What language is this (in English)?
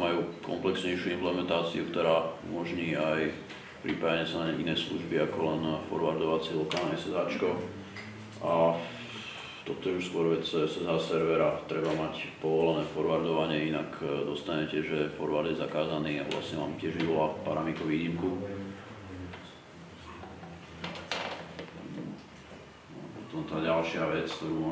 Slovak